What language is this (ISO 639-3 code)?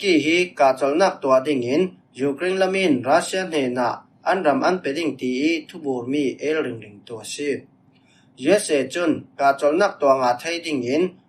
cfm